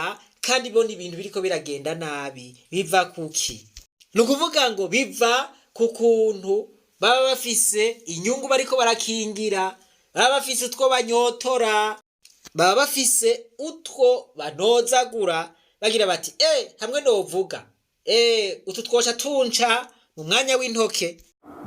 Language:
Rundi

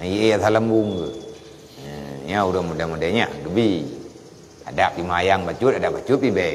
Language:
Achinese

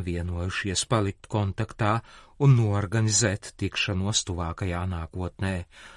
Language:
Latvian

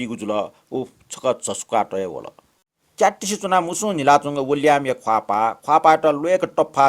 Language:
Newari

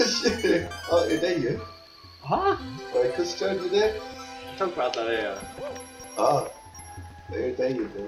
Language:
Faroese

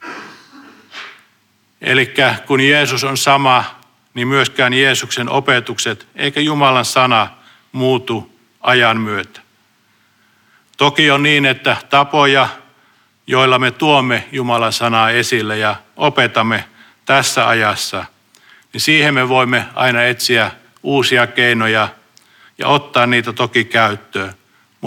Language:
Finnish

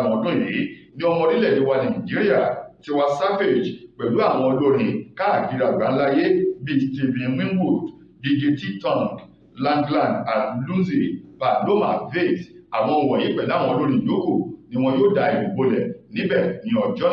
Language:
Yoruba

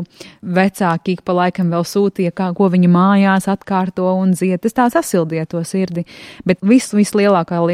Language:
Latvian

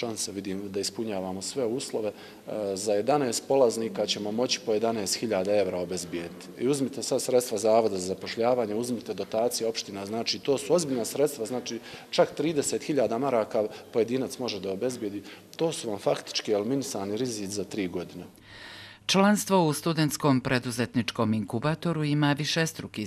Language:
Bosnian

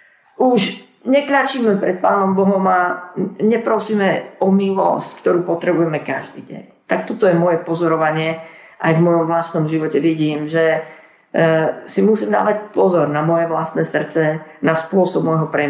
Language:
Slovak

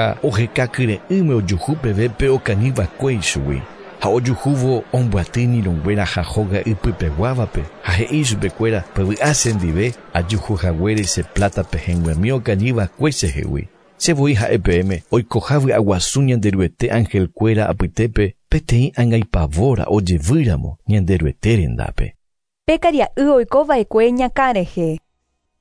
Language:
Guarani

